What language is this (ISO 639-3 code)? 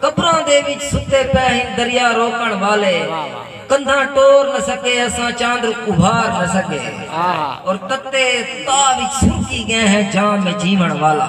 skr